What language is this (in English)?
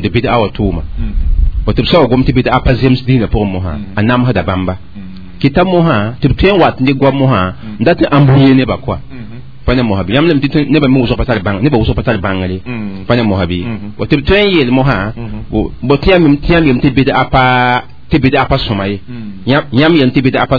Mossi